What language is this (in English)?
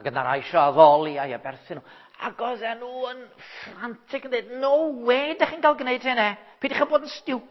Welsh